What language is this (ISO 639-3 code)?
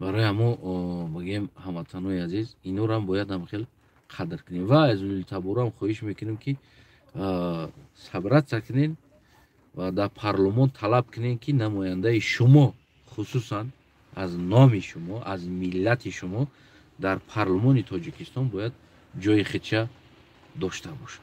tgk